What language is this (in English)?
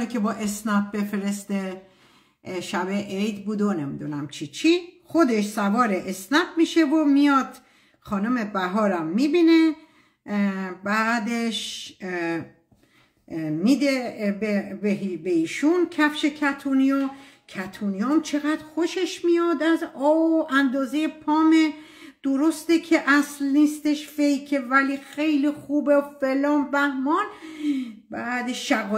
Persian